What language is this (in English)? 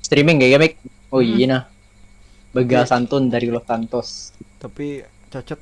Banjar